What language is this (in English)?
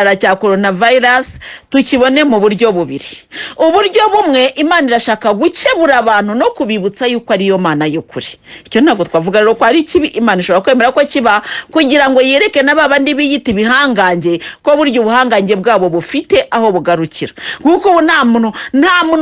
Kinyarwanda